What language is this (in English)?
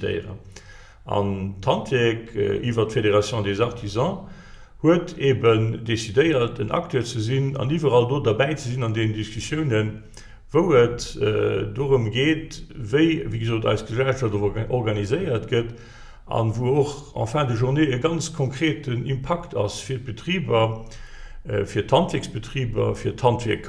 Luxembourgish